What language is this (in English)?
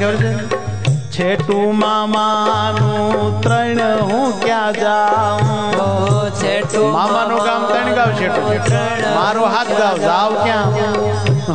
Gujarati